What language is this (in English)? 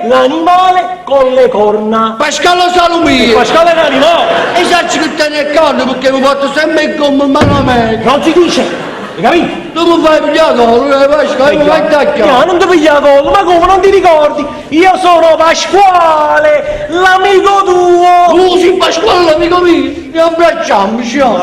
Neapolitan